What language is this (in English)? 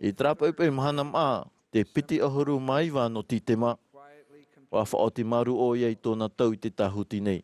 Tahitian